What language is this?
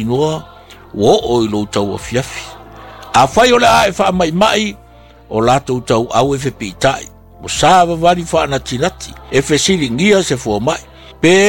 Samoan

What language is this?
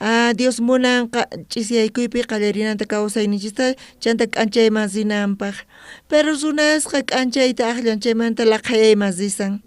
South Bolivian Quechua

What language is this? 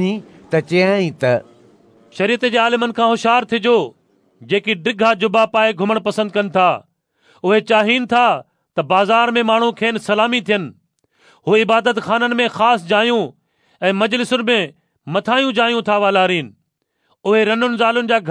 Sindhi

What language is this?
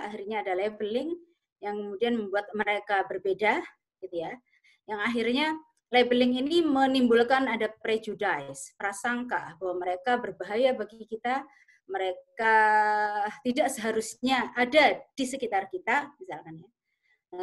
Indonesian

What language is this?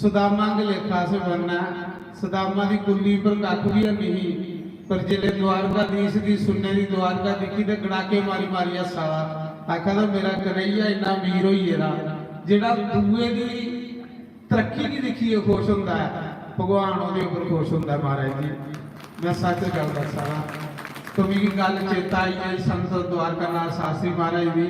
Dogri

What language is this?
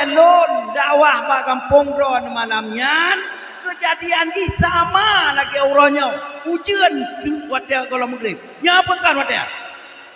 Achinese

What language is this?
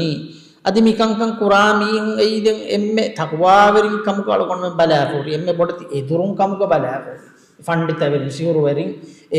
Divehi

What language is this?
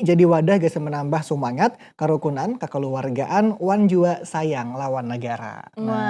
Banjar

